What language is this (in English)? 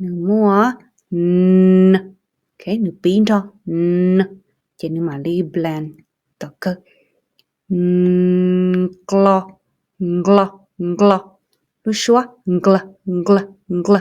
Hmong